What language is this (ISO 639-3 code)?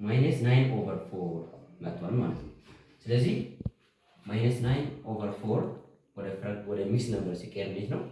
amh